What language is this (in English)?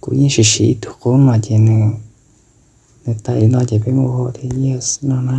Hmong